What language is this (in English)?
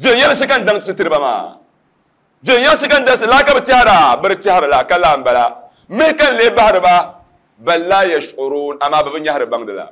Dagbani